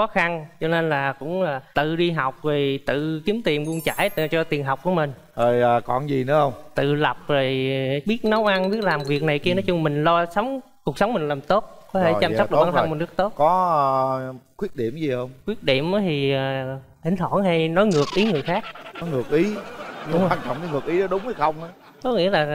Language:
Vietnamese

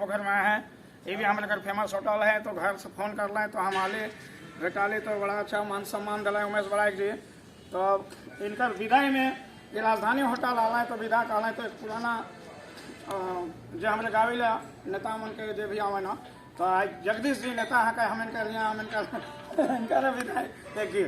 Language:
Sadri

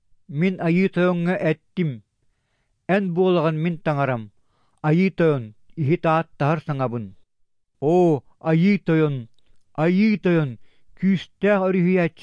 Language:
Yakut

